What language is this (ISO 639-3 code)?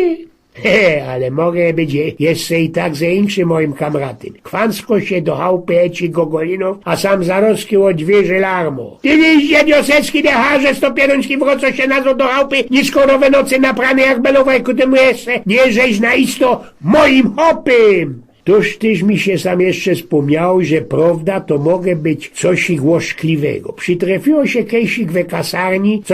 szl